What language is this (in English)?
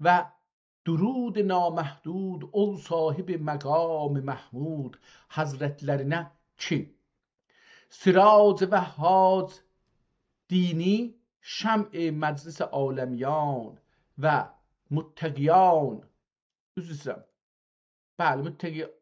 South Azerbaijani